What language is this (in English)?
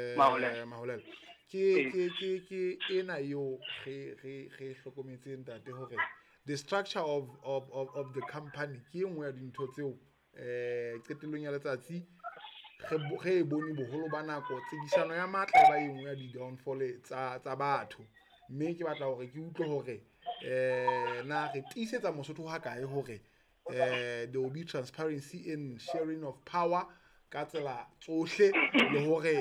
Southern Sotho